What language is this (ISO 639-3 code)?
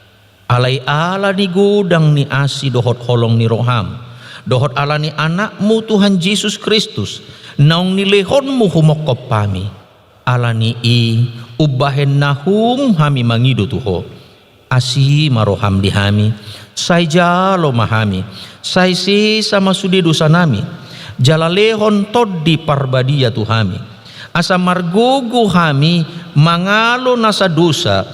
bbc